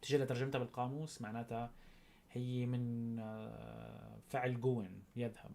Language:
North Levantine Arabic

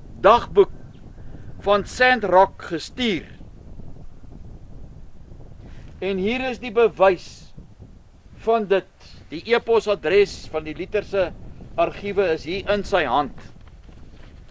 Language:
Afrikaans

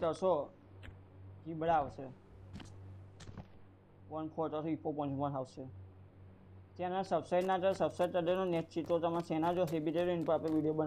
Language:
Gujarati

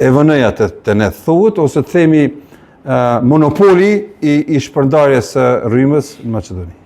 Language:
Albanian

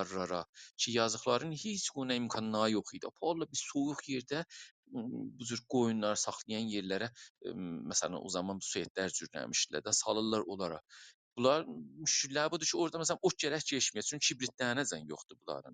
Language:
South Azerbaijani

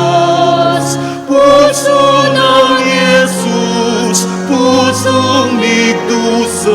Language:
Pampanga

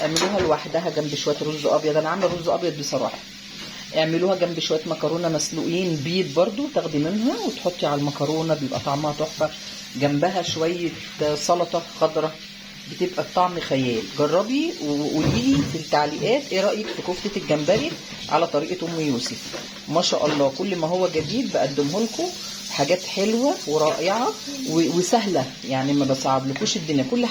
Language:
Egyptian Arabic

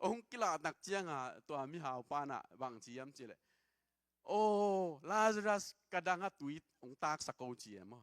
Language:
Tedim Chin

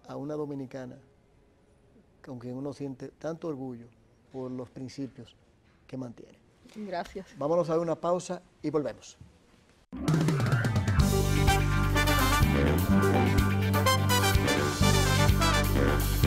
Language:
Spanish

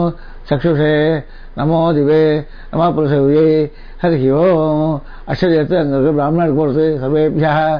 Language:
Tamil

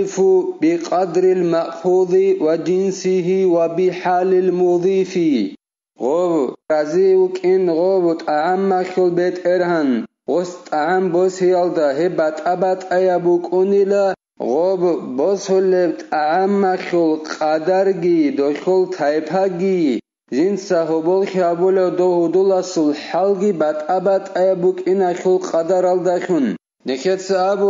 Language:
Avaric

